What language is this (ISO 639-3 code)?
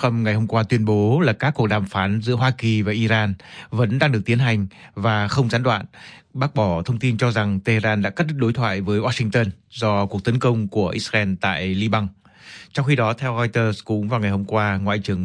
vie